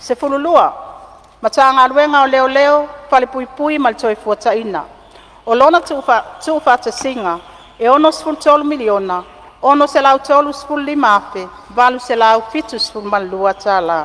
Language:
Samoan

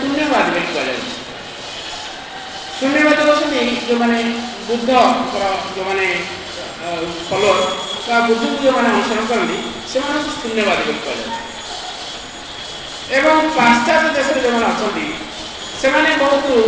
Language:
Odia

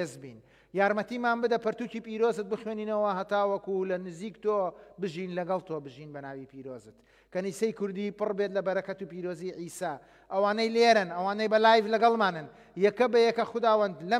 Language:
Central Kurdish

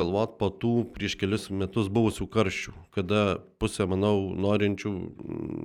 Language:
Lithuanian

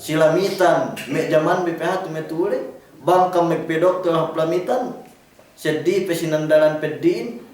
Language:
Yakan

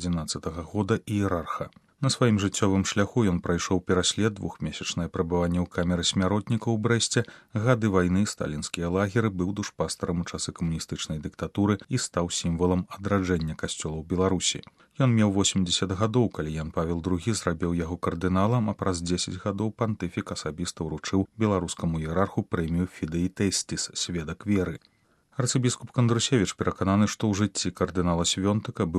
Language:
Belarusian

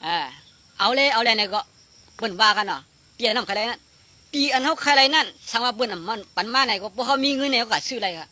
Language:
Shan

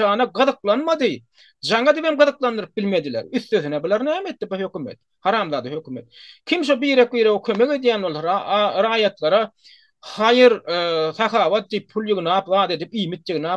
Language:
Turkmen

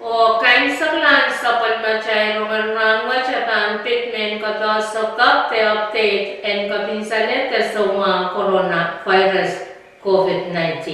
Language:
Pohnpeian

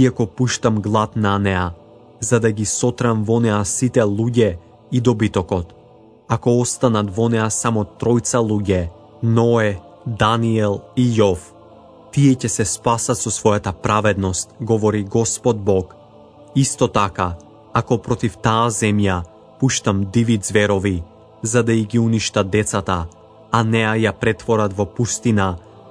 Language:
Macedonian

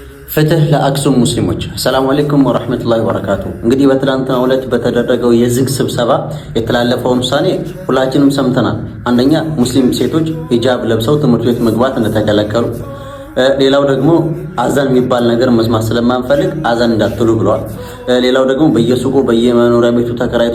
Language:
Amharic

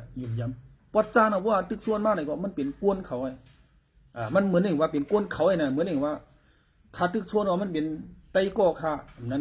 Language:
Shan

